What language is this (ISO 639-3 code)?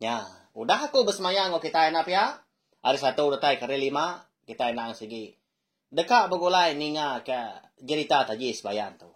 iba